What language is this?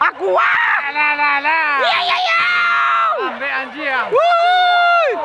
Minangkabau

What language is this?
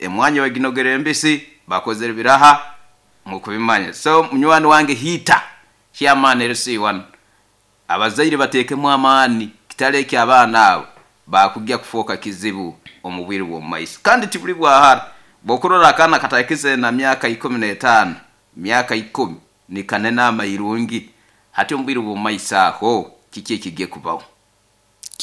Nyoro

